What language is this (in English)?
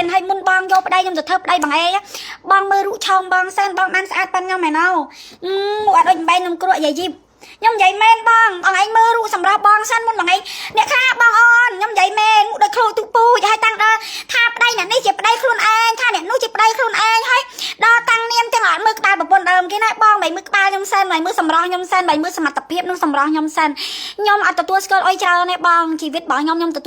Khmer